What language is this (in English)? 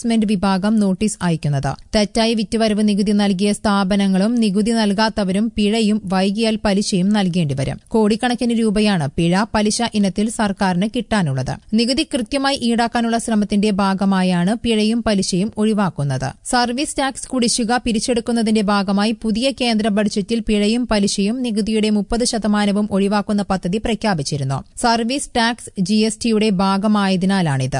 Malayalam